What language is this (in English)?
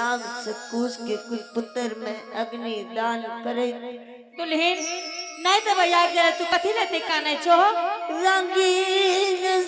Angika